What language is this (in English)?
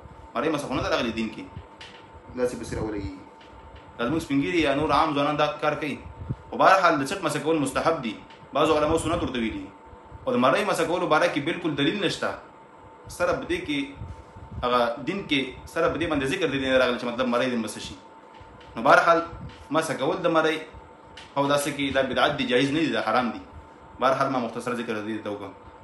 Pashto